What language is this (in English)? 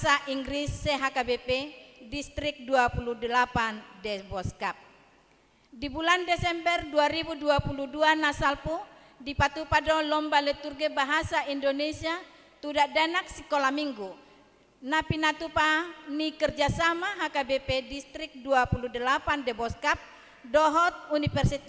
Batak Toba